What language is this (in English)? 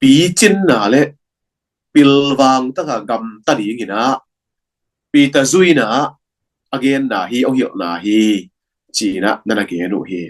Tedim Chin